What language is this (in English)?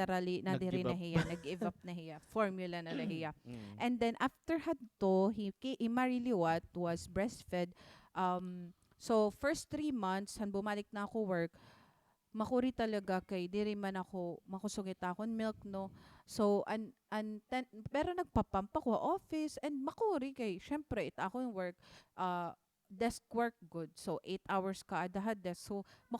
Waray